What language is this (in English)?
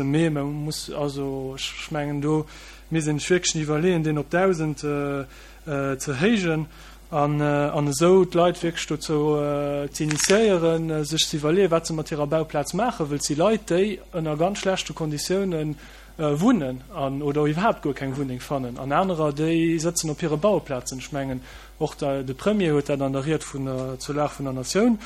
Luxembourgish